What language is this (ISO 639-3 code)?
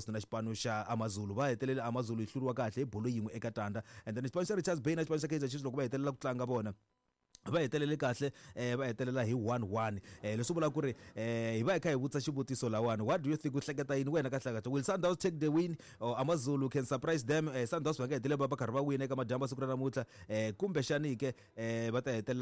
tso